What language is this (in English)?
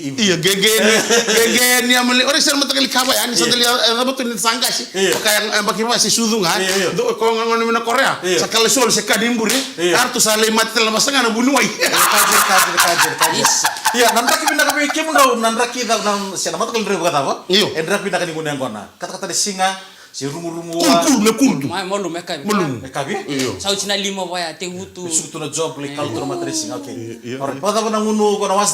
Fijian